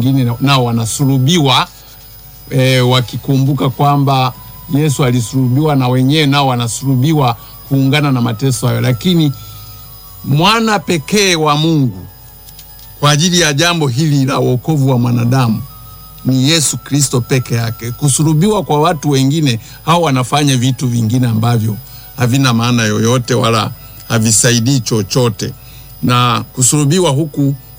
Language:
Swahili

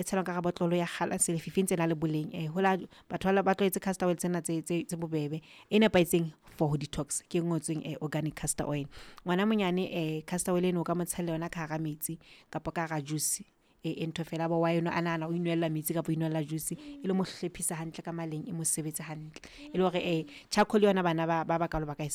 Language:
Southern Sotho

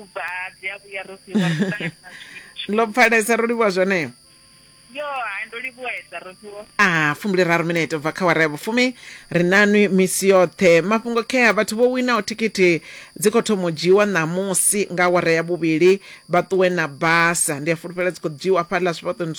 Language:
Venda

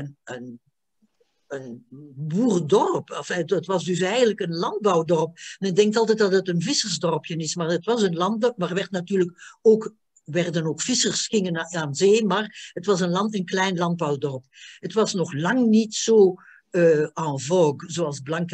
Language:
Dutch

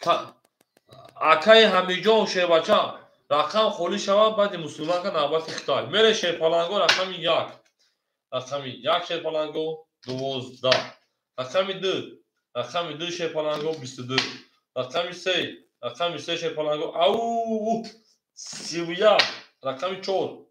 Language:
Tajik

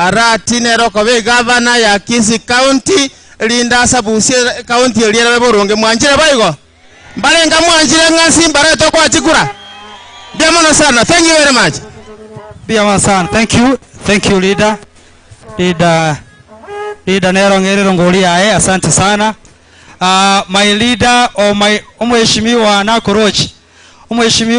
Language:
Gusii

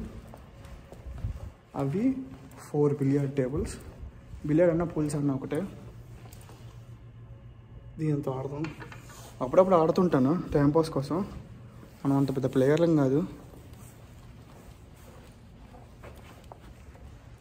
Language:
Telugu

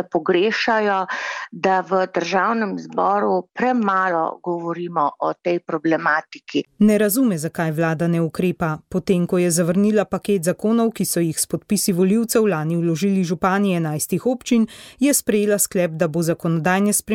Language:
Slovenian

